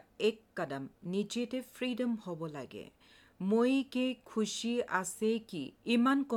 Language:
Assamese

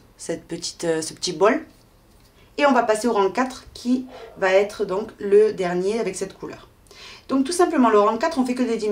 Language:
French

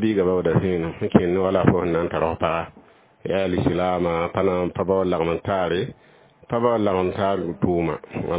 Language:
Mossi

